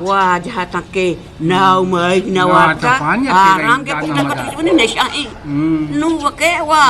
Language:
Eastern Balochi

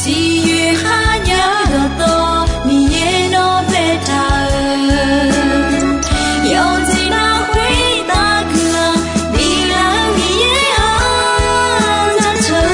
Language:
Akha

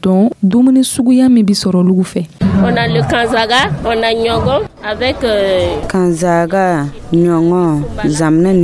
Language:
Dyula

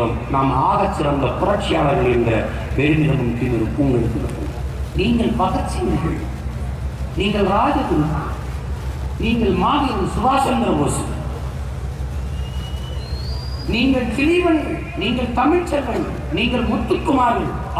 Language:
Tamil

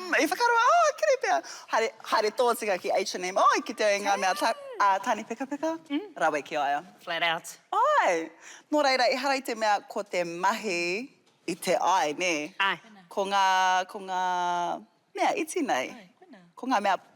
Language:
Māori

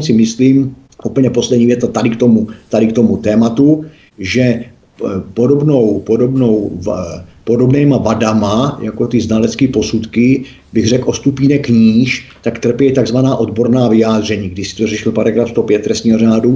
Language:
Czech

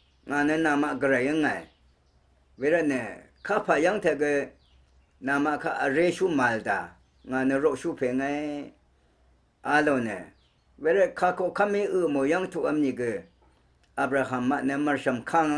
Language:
Rawang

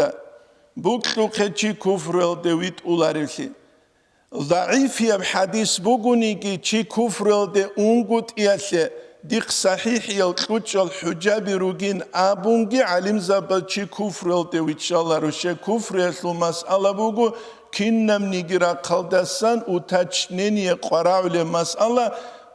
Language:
Avaric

